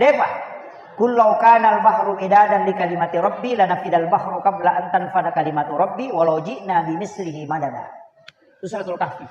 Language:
Buginese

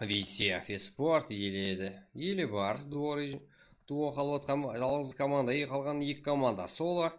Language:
Kara-Kalpak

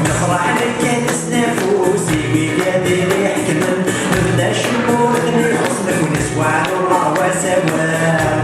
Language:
Kabyle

